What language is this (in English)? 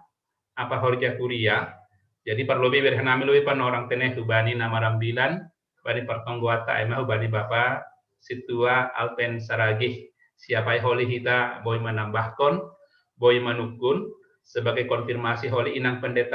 Batak Simalungun